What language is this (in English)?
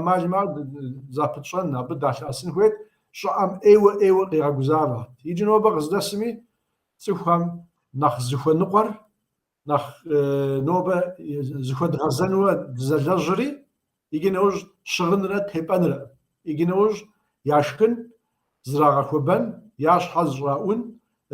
Kabardian